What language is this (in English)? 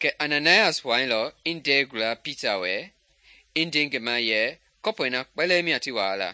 Mende